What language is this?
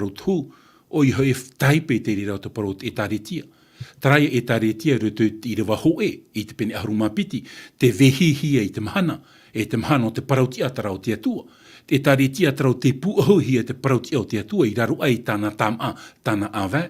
Tahitian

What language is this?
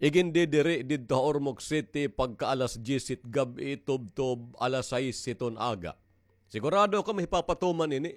Waray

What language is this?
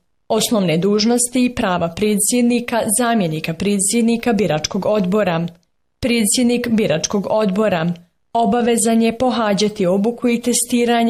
Bosnian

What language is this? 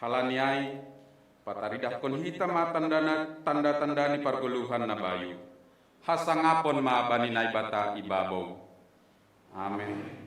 Batak Simalungun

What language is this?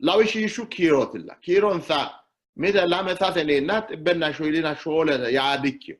Sidamo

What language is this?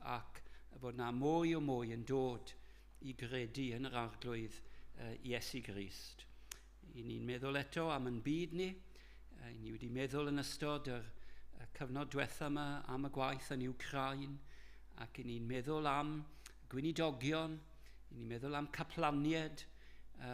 Welsh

